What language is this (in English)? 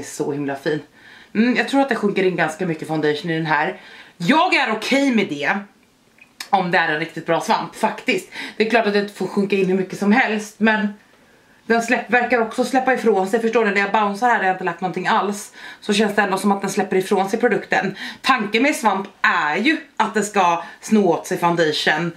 Swedish